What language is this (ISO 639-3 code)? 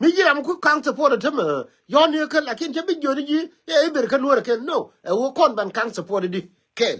nus